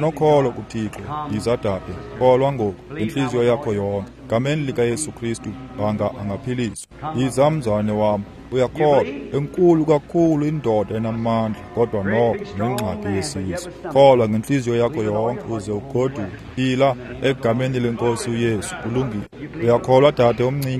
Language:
Xhosa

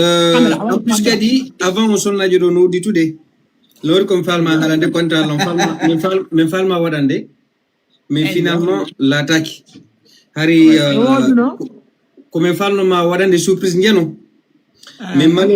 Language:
Fula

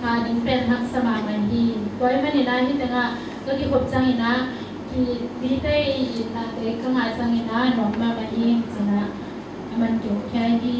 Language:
Tedim Chin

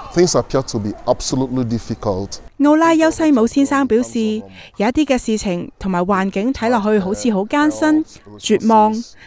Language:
Cantonese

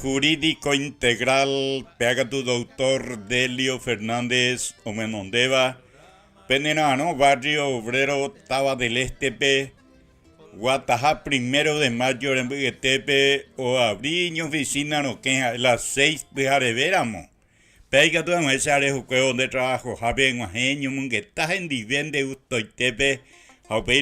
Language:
Guarani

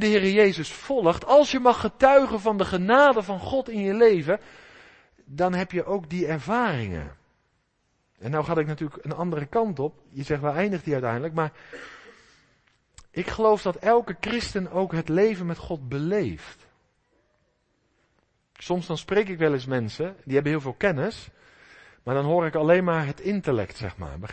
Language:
Dutch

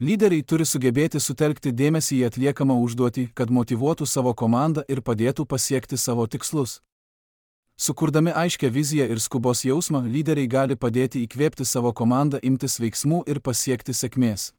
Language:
Lithuanian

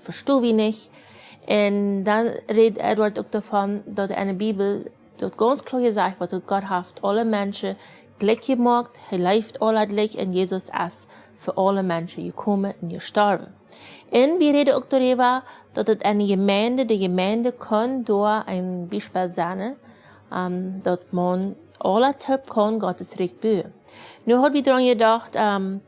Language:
Plautdietsch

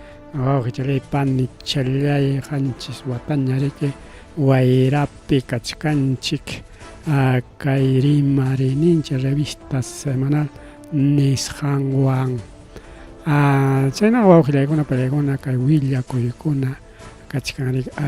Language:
Ayacucho Quechua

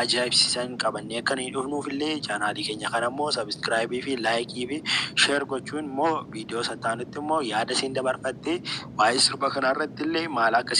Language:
Oromo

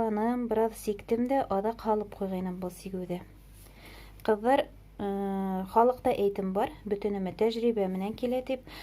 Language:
Bashkir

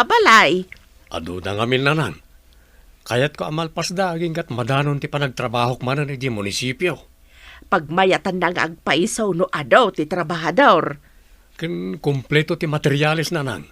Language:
Iloko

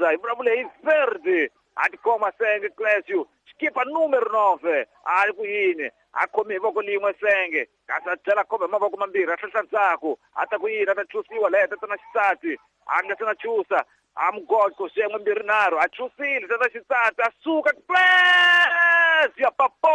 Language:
Tsonga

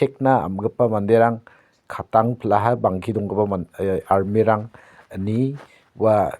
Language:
Garo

